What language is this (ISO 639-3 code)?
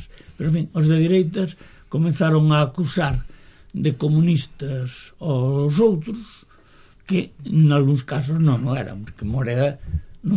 glg